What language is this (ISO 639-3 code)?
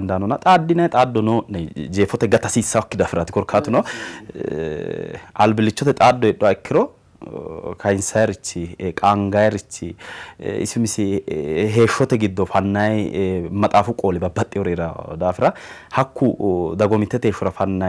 sid